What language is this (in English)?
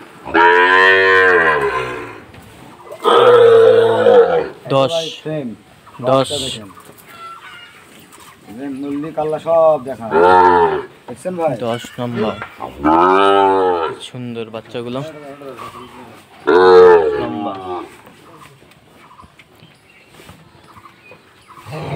Bangla